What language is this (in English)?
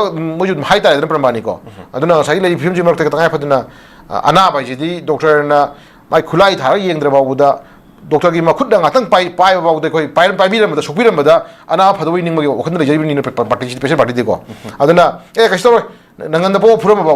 Manipuri